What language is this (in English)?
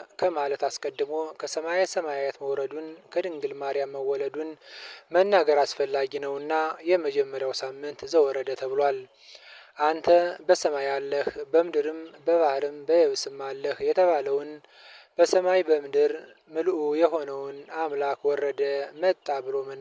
Amharic